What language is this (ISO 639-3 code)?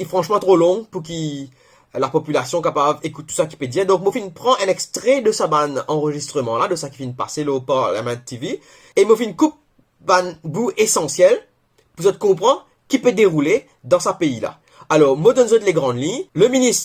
mfe